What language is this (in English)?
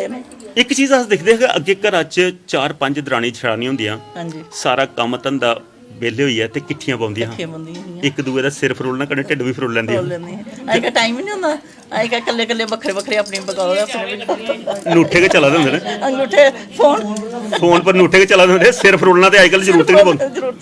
Dogri